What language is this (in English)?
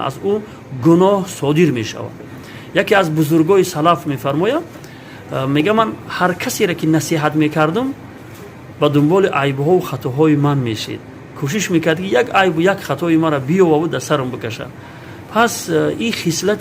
Tajik